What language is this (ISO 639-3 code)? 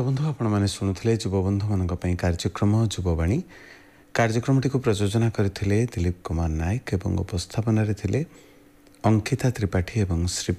ori